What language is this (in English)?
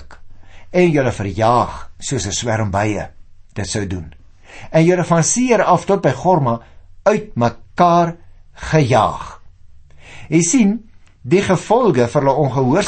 Afrikaans